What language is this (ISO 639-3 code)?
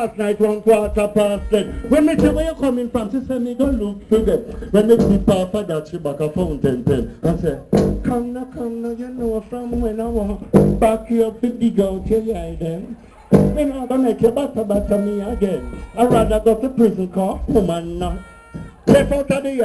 jam